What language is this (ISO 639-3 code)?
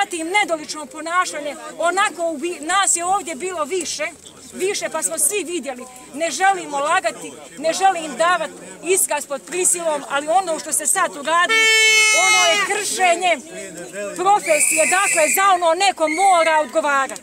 bos